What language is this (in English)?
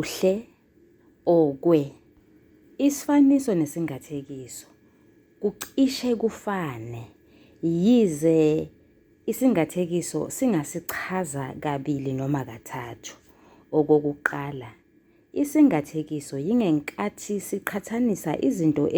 Zulu